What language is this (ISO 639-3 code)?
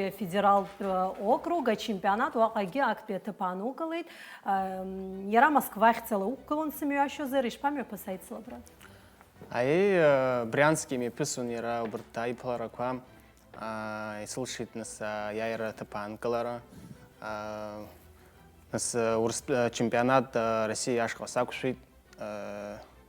abk